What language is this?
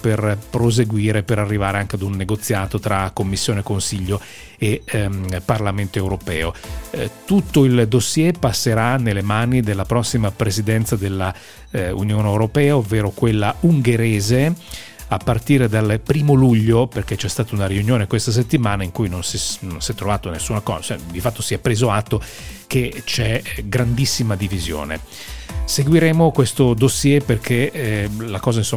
Italian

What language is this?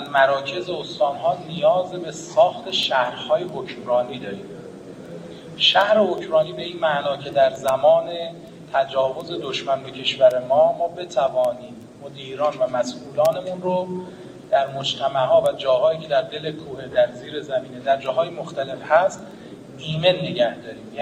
Persian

